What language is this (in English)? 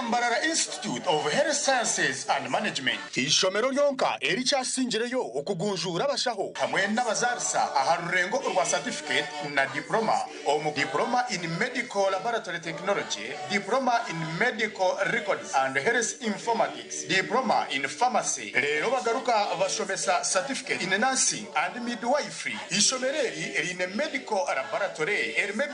Nyankole